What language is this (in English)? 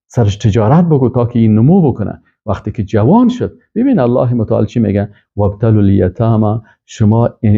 Persian